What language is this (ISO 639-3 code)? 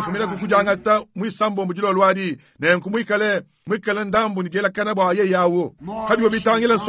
lua